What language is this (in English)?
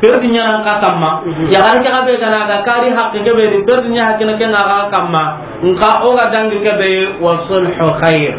Soninke